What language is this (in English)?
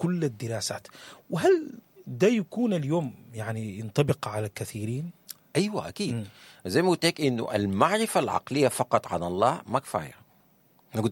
Sudanese Arabic